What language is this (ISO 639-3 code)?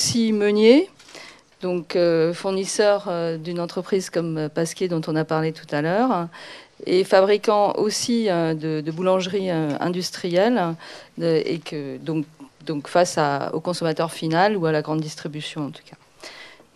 fra